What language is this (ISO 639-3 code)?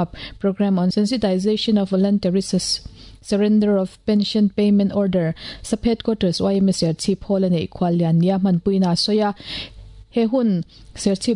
lus